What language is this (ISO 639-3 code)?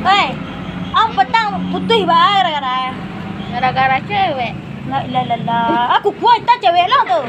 min